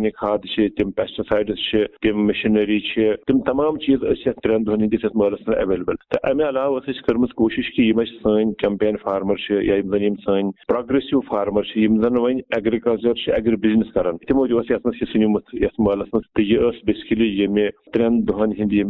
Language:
Kashmiri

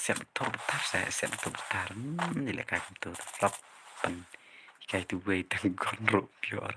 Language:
Khasi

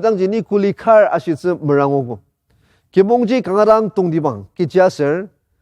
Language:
Ao Naga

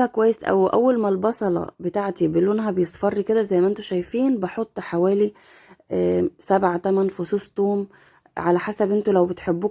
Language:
Egyptian Arabic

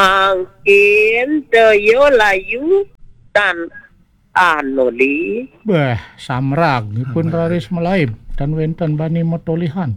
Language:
Balinese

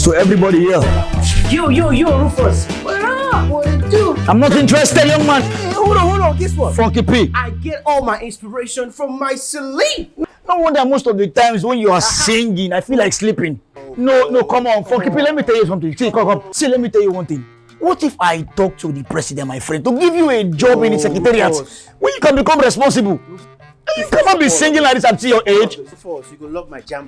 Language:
Nigerian Pidgin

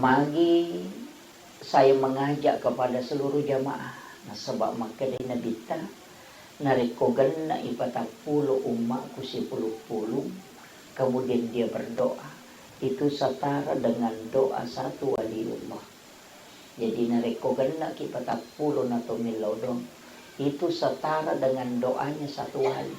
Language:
Buginese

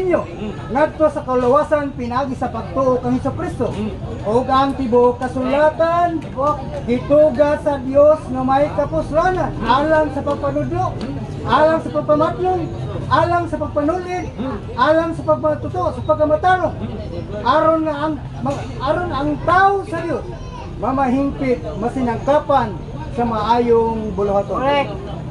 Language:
Cebuano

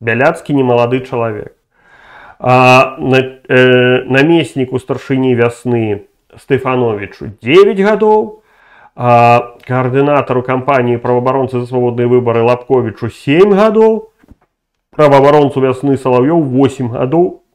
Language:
Belarusian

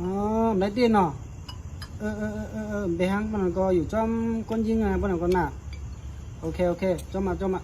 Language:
Shan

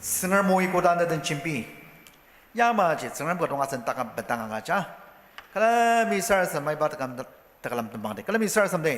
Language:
Ao Naga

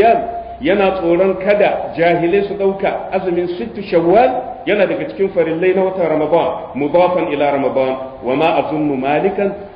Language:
Hausa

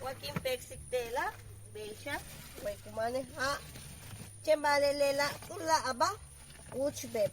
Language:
Yucateco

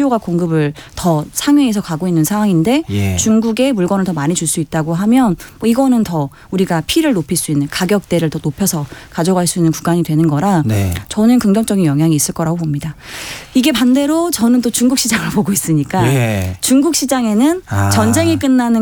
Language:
Korean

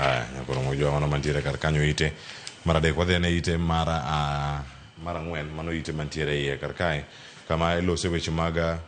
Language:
Luo (Kenya and Tanzania)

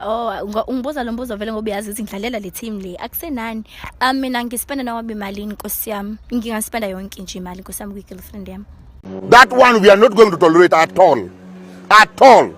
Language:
Zulu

